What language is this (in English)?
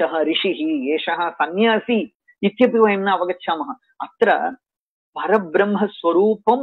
Sanskrit